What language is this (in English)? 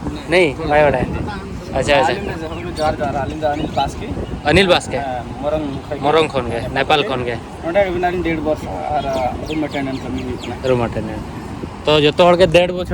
Santali